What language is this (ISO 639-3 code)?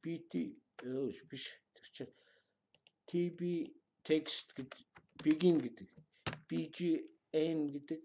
mon